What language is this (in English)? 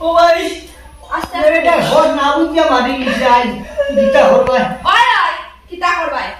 Sylheti